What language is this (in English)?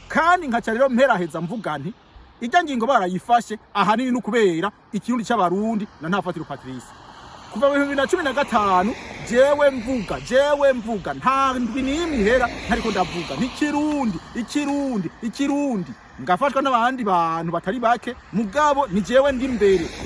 Rundi